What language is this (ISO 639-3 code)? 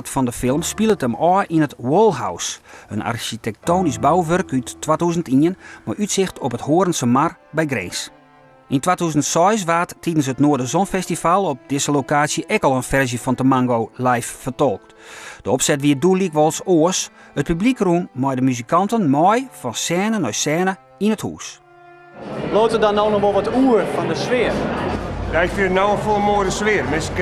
fry